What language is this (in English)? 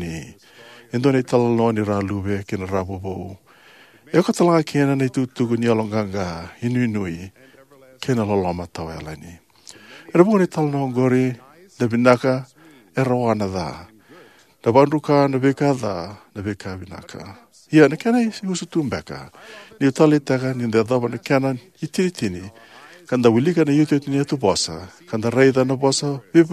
Fijian